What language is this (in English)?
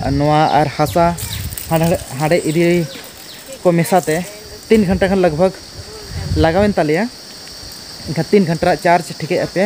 Santali